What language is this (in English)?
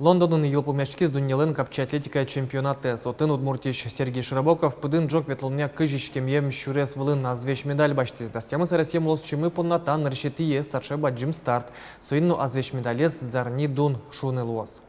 Udmurt